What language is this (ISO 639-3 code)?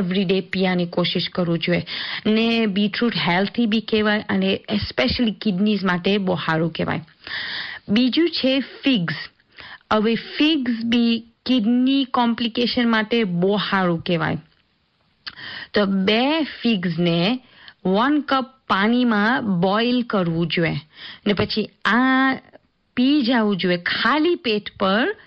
guj